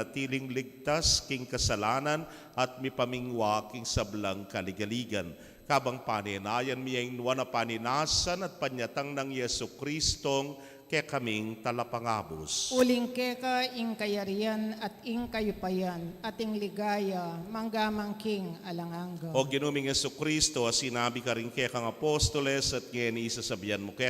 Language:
Pampanga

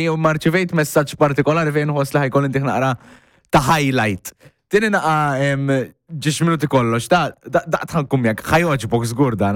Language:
Maltese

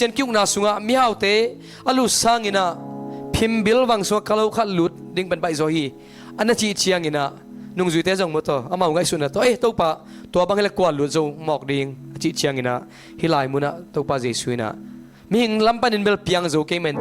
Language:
Tedim Chin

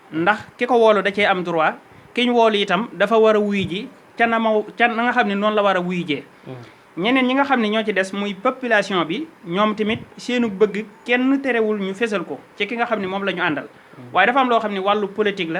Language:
Wolof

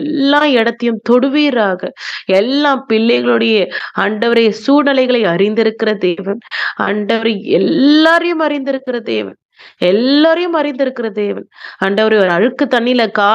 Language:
Tamil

